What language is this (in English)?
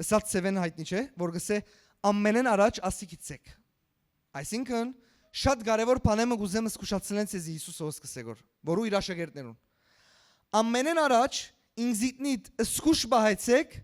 Western Armenian